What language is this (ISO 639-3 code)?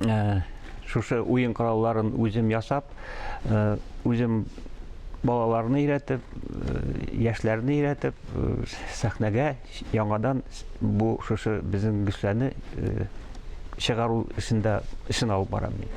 tat